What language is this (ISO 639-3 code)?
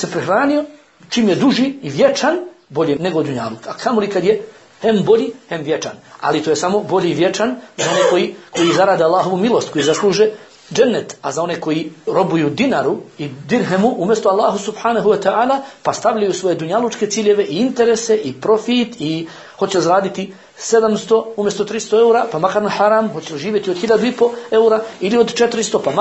bos